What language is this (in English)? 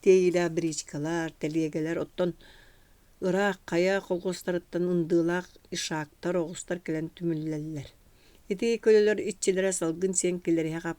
Yakut